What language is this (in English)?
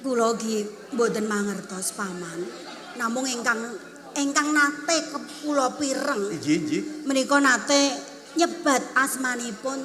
Javanese